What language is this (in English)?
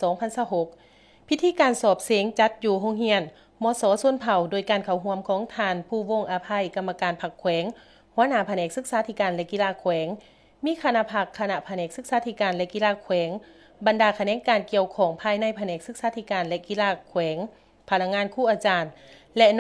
Lao